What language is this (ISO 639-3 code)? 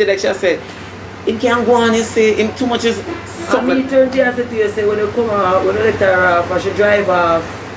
jam